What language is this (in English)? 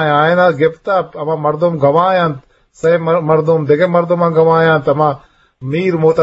Eastern Balochi